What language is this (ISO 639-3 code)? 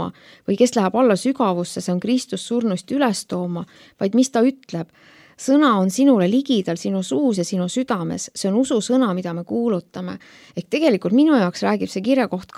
est